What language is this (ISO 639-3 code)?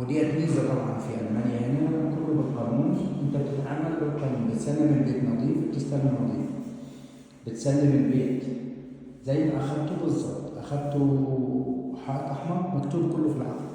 arz